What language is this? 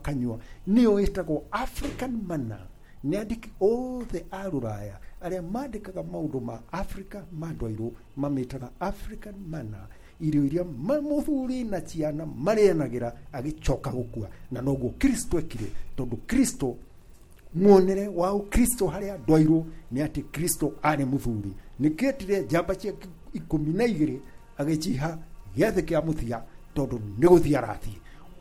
Kikuyu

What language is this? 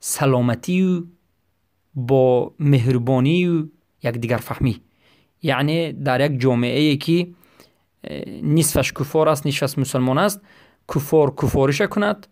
Persian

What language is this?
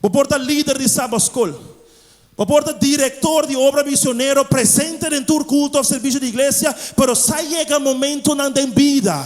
Papiamento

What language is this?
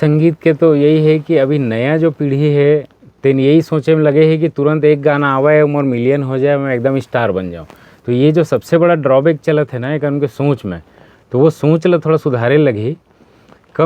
Chhattisgarhi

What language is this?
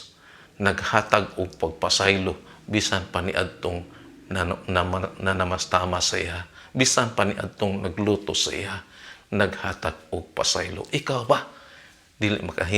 Cebuano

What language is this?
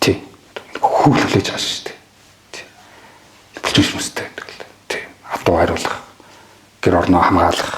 Mongolian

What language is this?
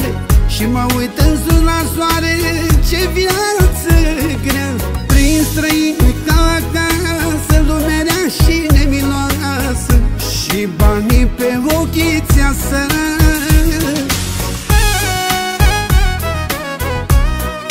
Romanian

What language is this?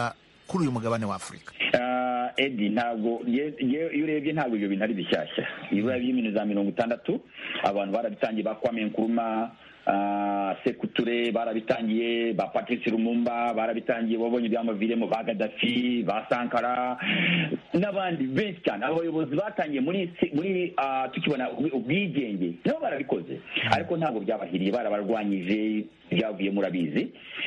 Kinyarwanda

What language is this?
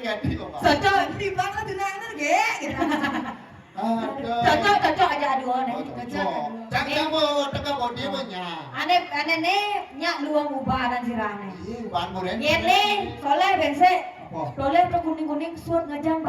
Balinese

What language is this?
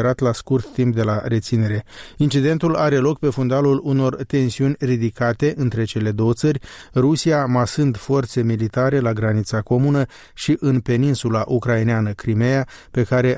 Romanian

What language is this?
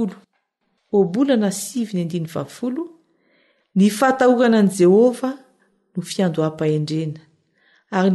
Malagasy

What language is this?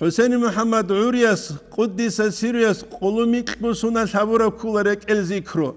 Avaric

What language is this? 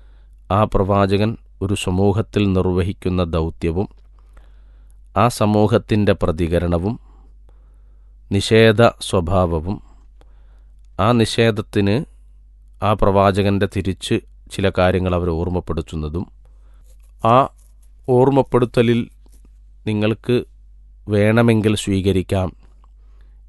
Malayalam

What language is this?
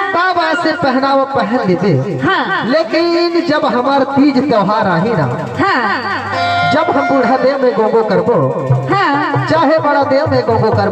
Chhattisgarhi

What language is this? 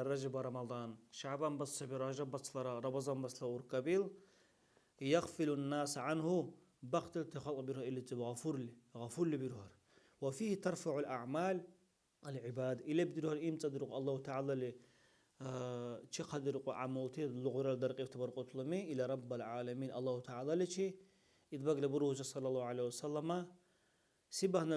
Dargwa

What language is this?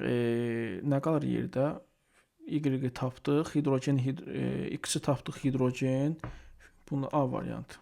Azerbaijani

